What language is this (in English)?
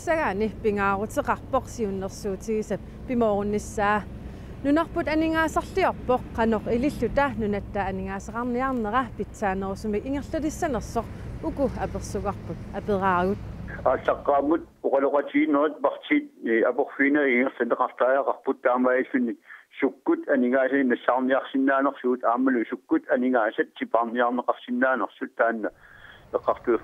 Kalaallisut